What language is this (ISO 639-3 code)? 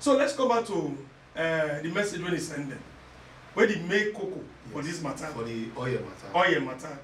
pcm